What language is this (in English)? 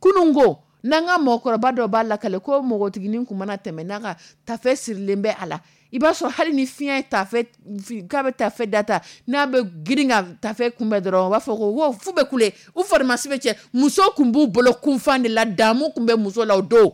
Dyula